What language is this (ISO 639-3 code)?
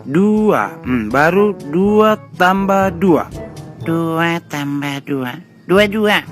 bbc